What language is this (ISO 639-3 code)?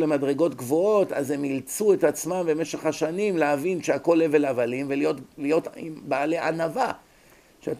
heb